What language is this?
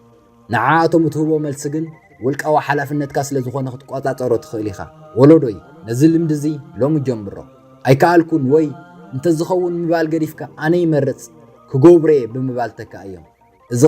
Tigrinya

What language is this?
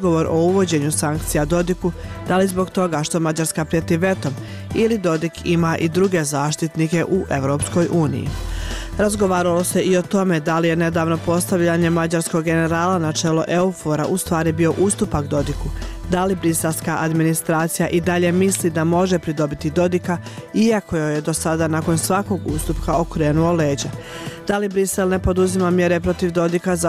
Bosnian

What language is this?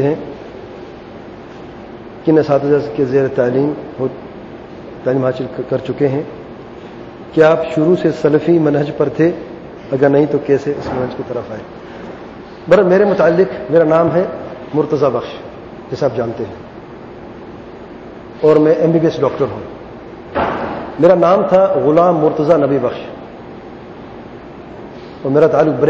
Urdu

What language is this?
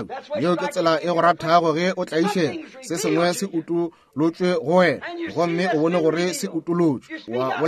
Northern Sotho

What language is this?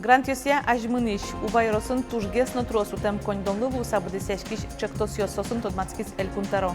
Udmurt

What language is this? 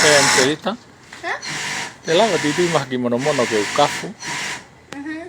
Tongan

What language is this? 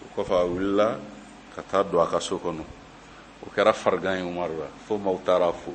Bambara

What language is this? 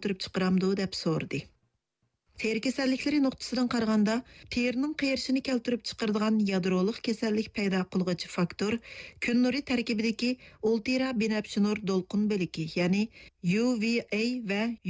Uyghur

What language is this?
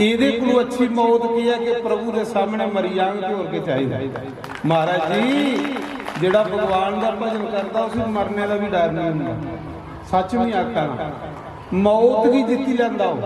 Dogri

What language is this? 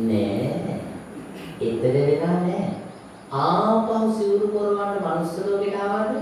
Sinhala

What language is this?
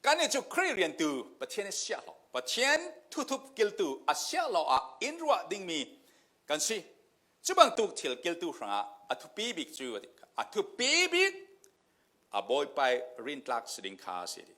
Falam Chin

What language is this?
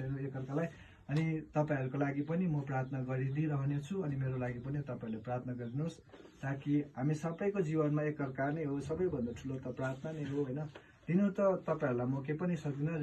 Nepali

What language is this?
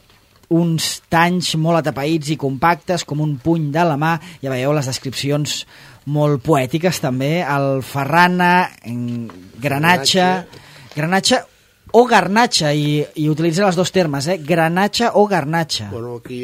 Catalan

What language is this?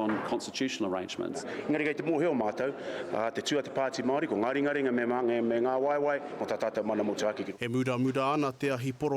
Māori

